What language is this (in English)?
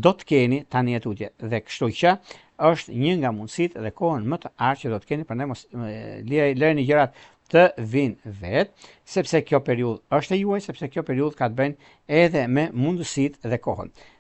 Albanian